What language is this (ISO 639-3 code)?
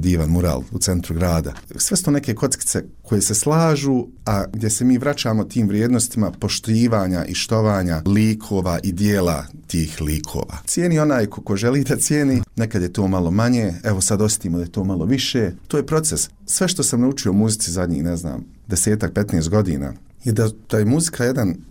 bos